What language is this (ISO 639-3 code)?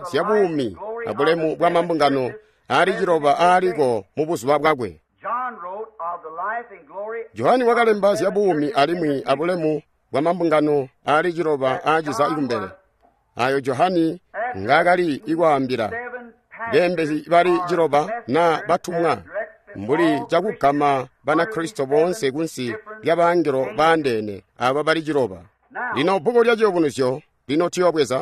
toi